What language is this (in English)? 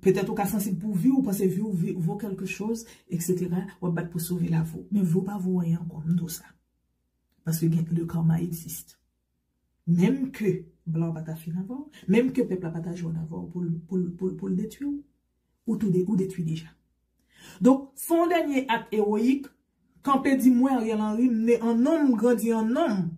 Haitian Creole